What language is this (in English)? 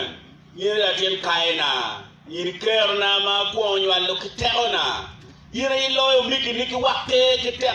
Acoli